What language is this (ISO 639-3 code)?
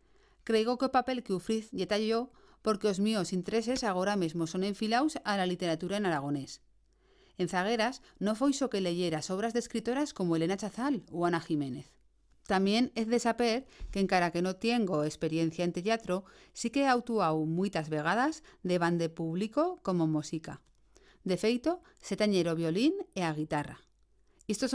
arg